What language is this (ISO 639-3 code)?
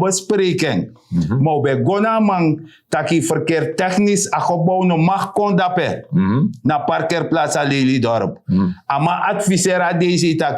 srn